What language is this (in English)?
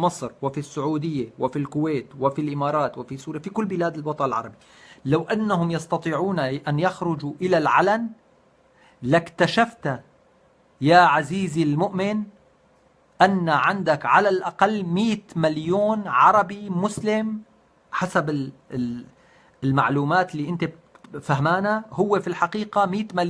North Levantine Arabic